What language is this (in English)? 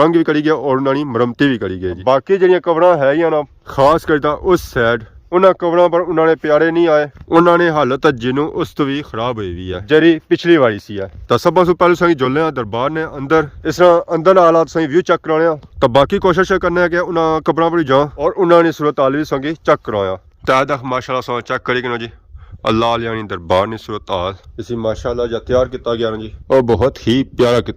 Pahari-Potwari